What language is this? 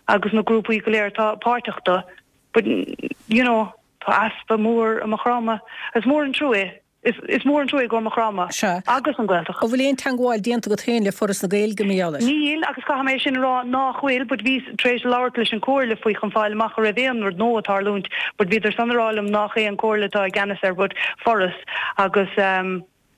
Irish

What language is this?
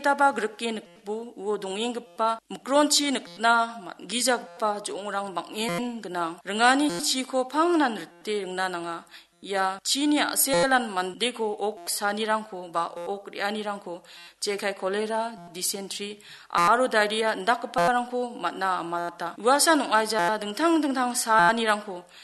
Garo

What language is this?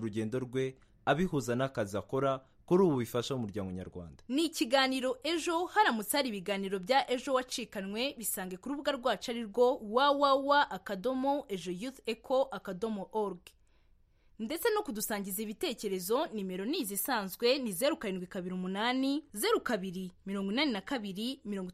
Kinyarwanda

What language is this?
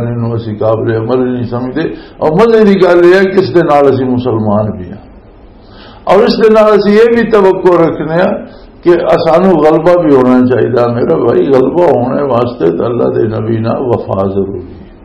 Western Panjabi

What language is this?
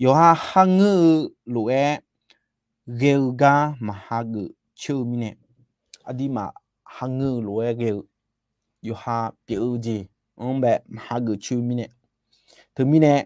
Akha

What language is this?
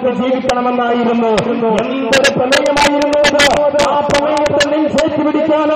Malayalam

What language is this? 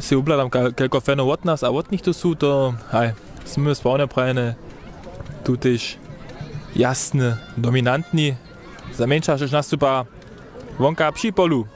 Upper Sorbian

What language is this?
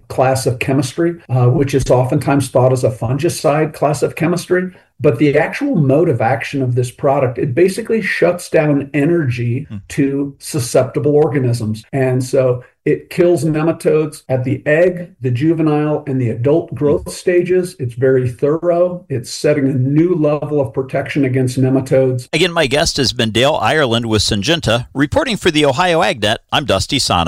English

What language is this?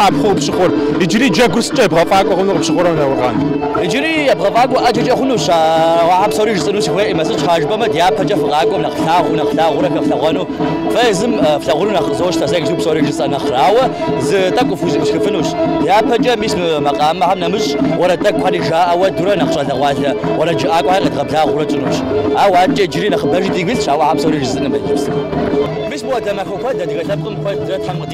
Kabardian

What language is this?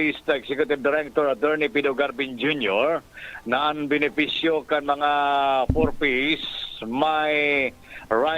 Bikol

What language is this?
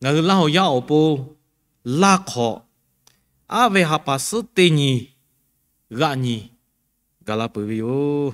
Lahu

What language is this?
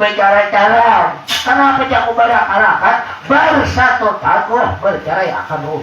Banjar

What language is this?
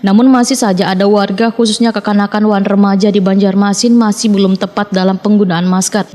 Banjar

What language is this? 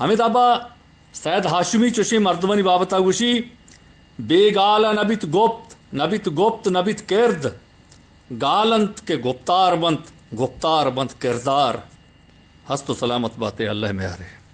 Eastern Balochi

